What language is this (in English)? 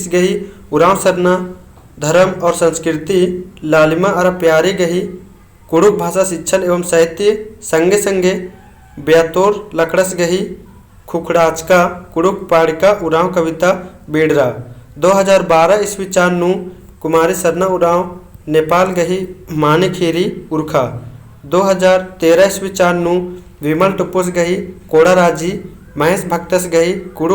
Kurukh